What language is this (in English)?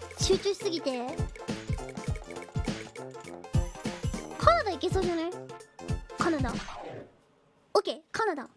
Japanese